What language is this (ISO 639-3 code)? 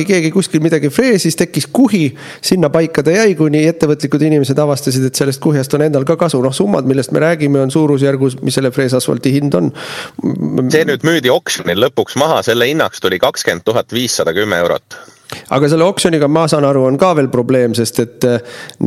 est